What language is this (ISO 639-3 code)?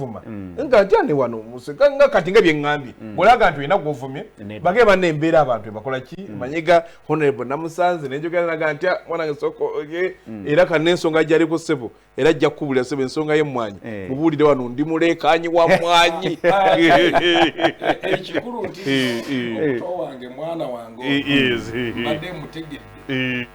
lug